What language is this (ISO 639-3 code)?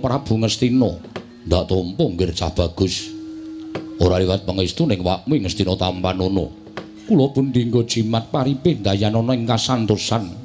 jav